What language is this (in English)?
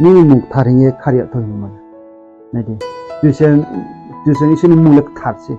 Riang (India)